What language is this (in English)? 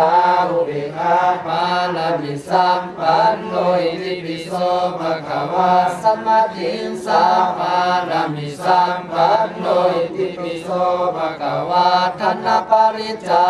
Pali